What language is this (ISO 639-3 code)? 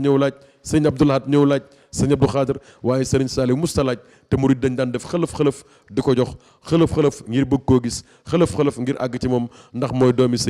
wol